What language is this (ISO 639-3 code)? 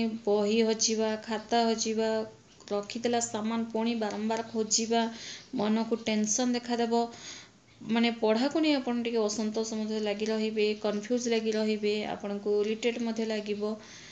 ori